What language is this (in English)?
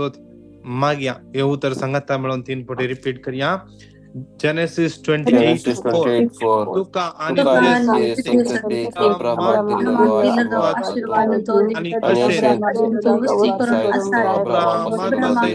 Konkani